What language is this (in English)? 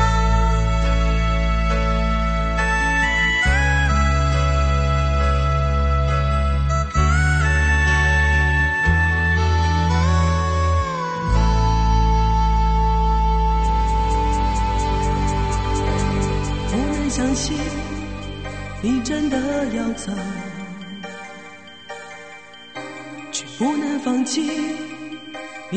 Chinese